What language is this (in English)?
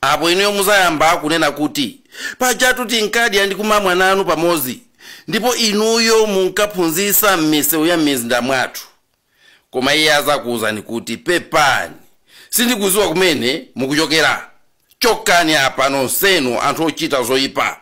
Nyanja